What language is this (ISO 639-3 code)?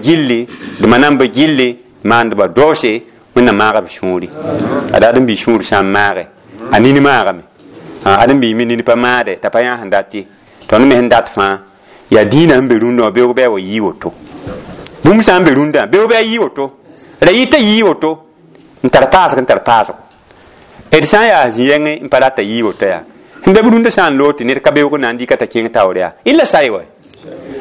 mos